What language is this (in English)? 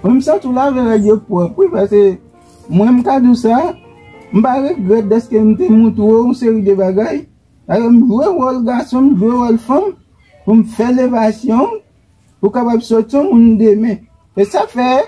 Haitian Creole